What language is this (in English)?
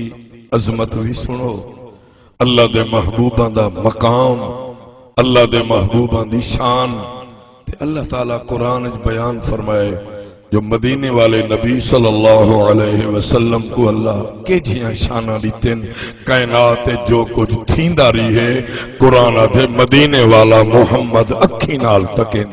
Saraiki